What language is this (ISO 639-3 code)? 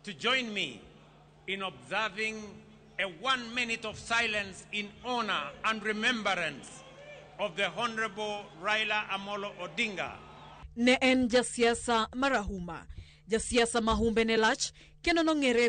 luo